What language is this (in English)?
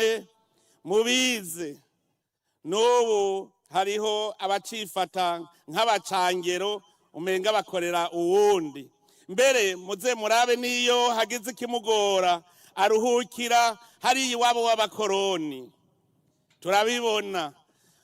Rundi